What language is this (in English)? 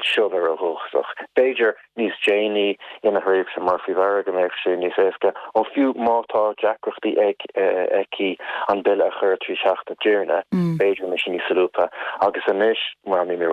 Irish